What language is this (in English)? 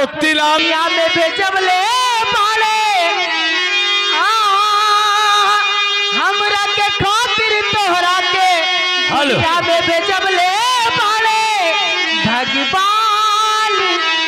Bhojpuri